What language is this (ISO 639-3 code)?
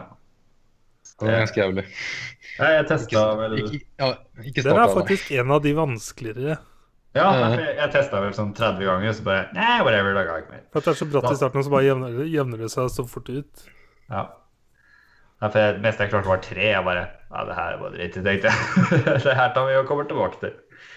nor